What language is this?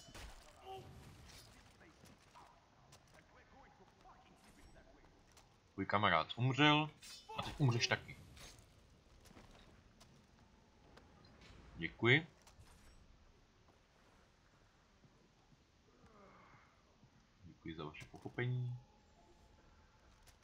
Czech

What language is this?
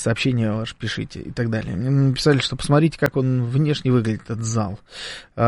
Russian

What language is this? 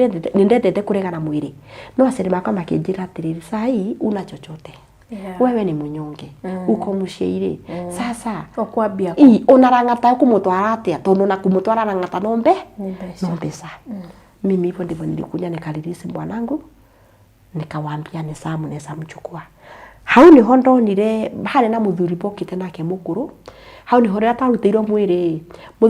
Kikuyu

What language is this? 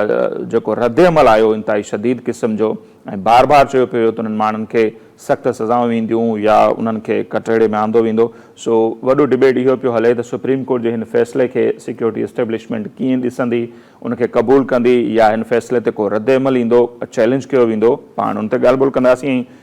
Sindhi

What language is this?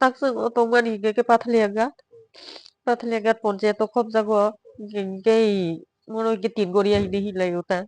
Kok Borok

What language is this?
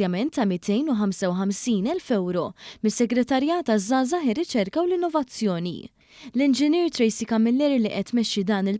Maltese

